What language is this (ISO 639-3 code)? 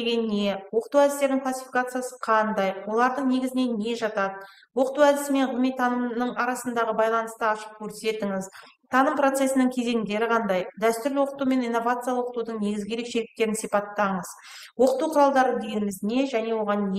kaz